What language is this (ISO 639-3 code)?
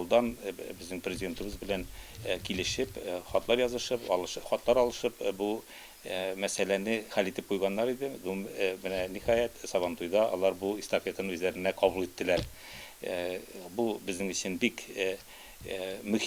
tat